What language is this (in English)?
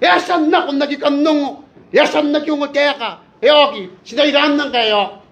Gilbertese